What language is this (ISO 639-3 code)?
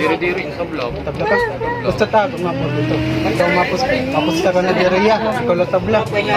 war